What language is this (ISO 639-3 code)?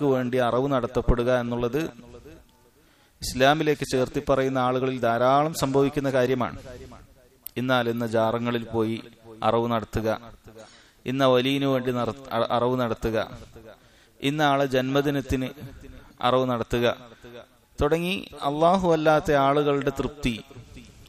mal